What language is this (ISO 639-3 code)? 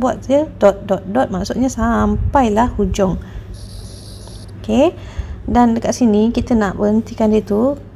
msa